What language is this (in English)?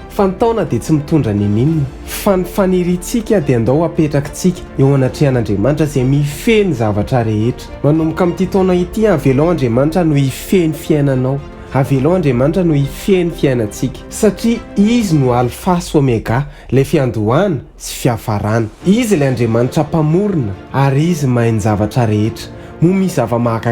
Malagasy